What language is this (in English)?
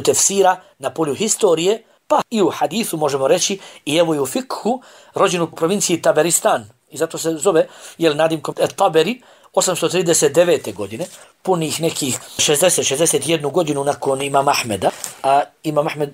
Bosnian